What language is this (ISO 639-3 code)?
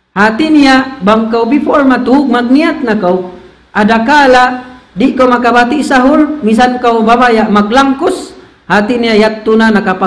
tsg